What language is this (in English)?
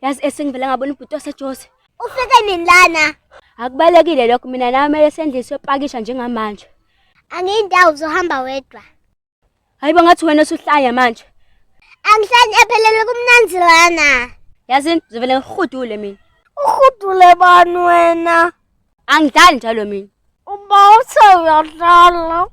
Zulu